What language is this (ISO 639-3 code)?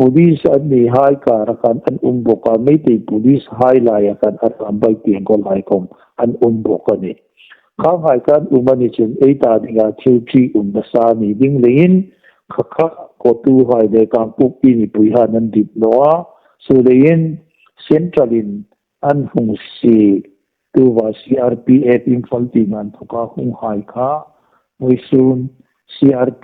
hmr